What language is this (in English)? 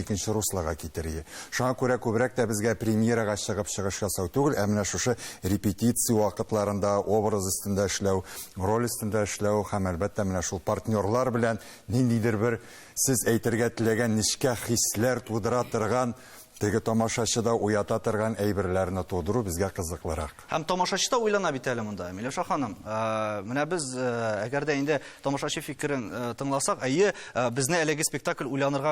Tatar